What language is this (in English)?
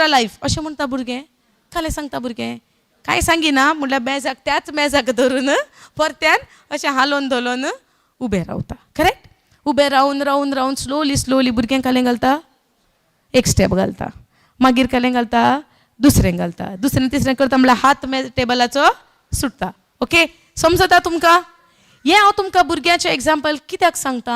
Konkani